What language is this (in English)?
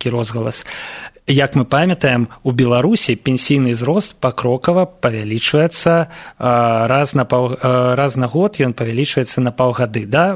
Belarusian